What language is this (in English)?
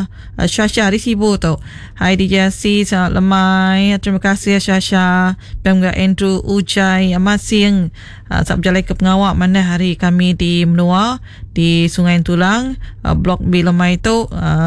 Iban